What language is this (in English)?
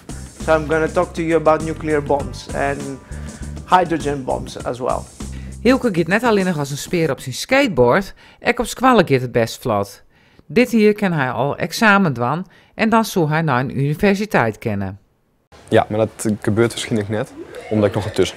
Western Frisian